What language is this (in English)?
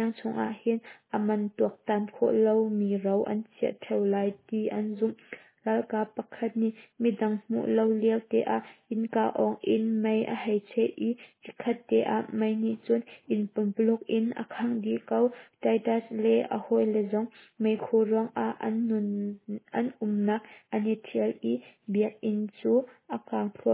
Hakha Chin